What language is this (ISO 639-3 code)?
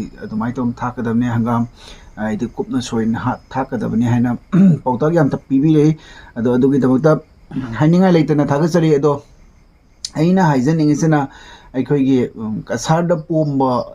mni